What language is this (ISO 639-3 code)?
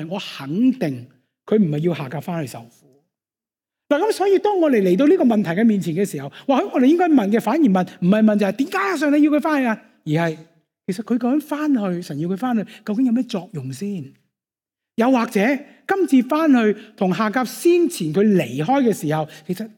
yue